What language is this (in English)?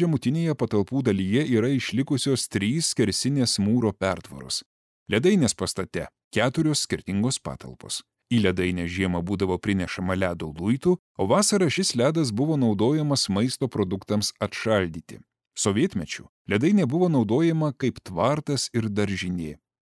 Lithuanian